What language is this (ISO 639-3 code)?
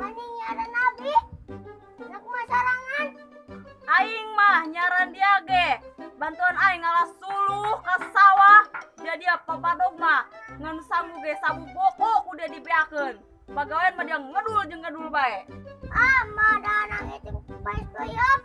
sun